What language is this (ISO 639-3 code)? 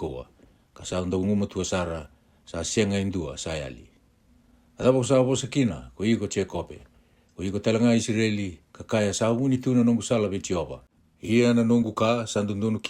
fij